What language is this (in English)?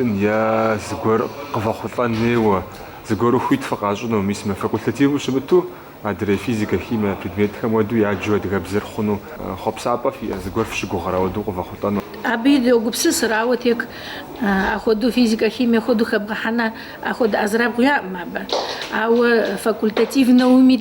Kabardian